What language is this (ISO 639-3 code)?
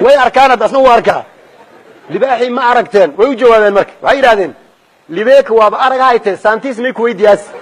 som